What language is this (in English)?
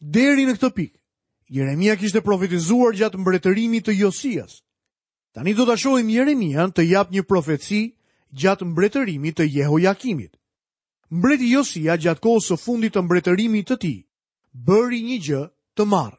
Albanian